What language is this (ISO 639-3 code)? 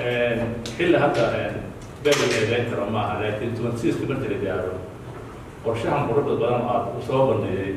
som